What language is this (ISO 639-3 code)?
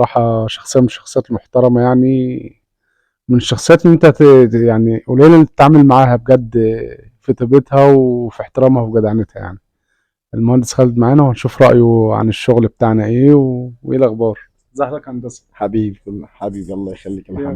arz